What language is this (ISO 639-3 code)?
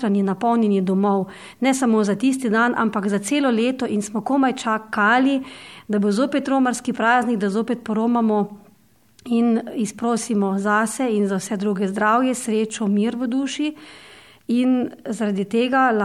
slv